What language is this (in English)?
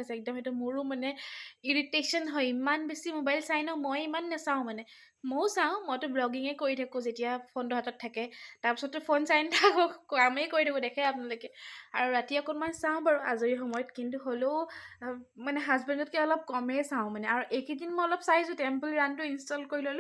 Assamese